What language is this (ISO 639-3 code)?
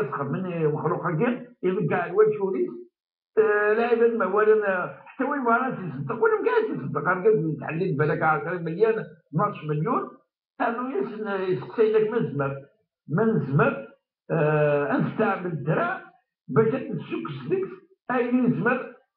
kab